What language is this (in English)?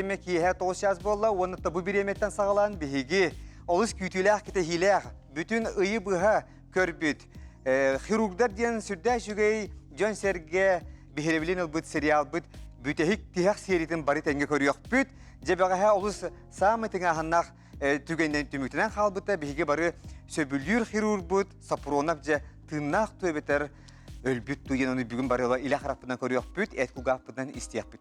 Yakut